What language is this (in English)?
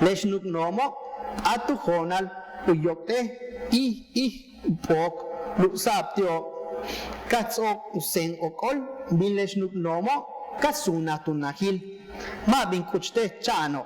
Yucateco